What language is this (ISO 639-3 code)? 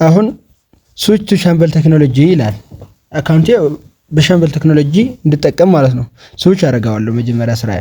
amh